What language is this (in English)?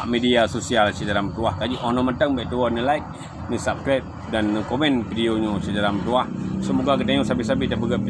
Achinese